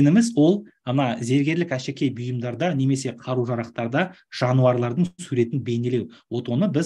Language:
Kazakh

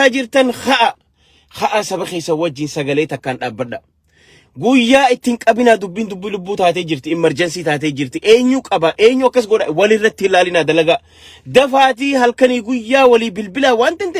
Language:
Oromo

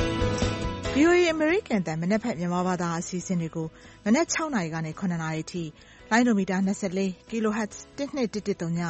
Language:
Burmese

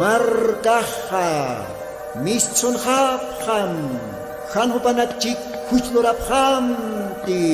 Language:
Aymara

